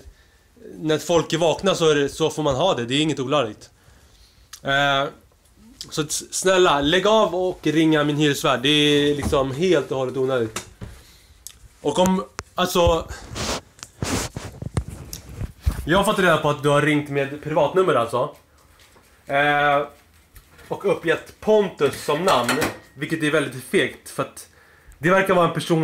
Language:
Swedish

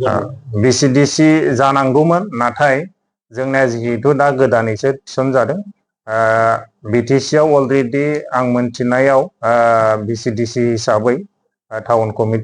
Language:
Bodo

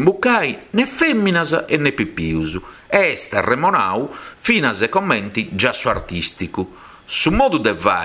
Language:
Sardinian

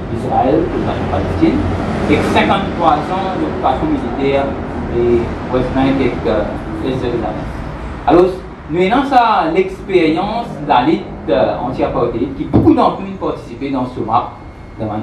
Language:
Morisyen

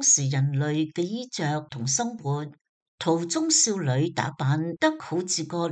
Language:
Cantonese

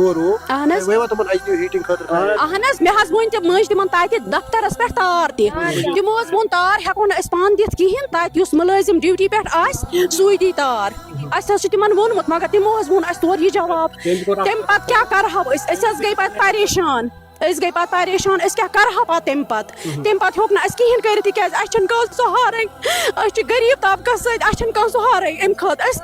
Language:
Kashmiri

